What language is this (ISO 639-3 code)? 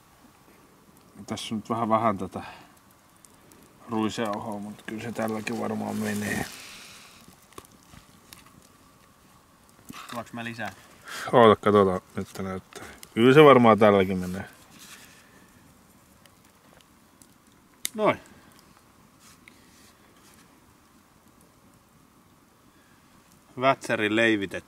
fin